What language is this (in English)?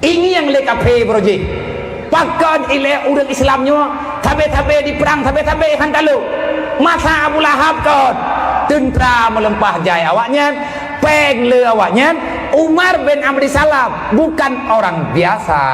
Achinese